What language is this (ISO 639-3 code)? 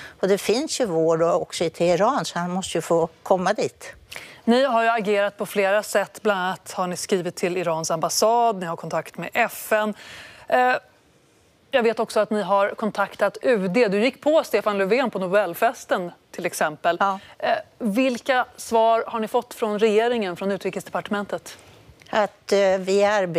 swe